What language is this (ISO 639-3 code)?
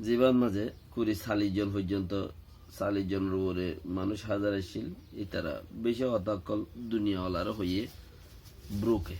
rhg